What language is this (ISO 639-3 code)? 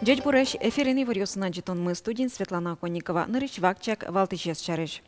udm